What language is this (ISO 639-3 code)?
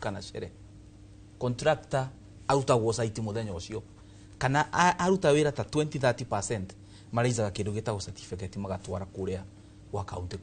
kik